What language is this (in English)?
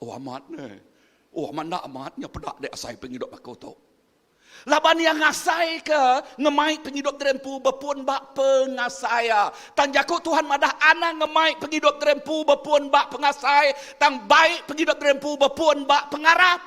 Iban